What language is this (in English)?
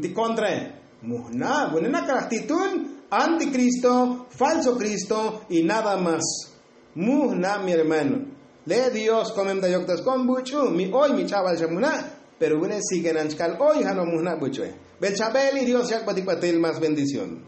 Tzotzil